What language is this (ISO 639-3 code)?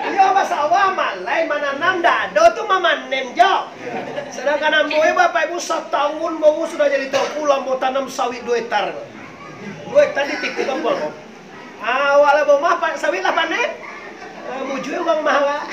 min